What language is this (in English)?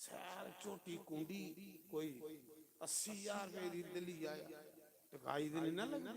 Dogri